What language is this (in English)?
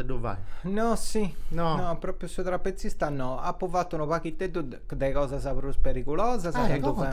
Sardinian